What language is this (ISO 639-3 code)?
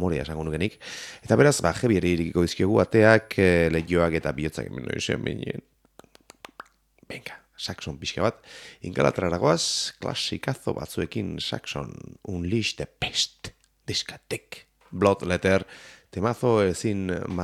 eus